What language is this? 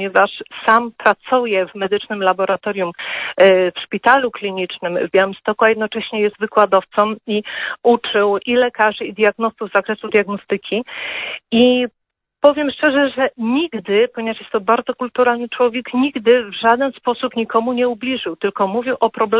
Polish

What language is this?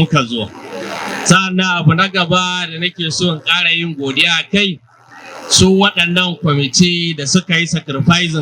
Hausa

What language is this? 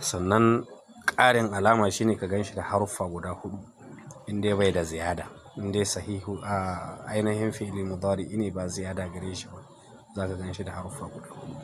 Hausa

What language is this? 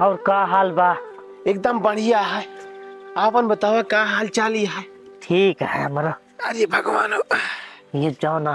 Awadhi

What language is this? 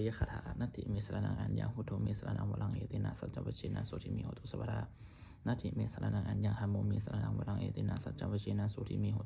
Pali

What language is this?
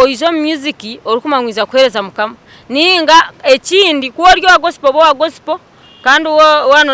Nyankole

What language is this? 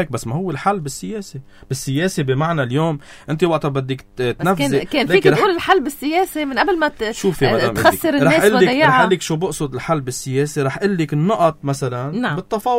North Levantine Arabic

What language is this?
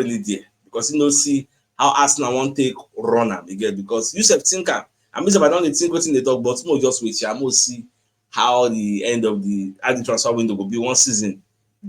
Nigerian Pidgin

